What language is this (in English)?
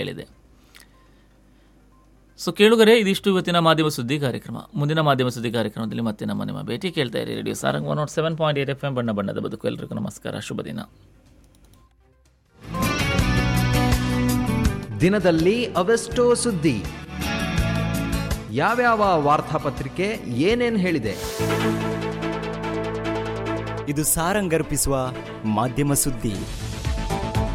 Kannada